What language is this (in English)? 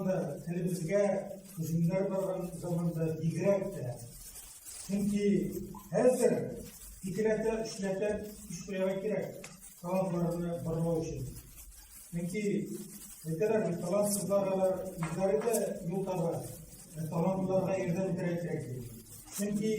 Tatar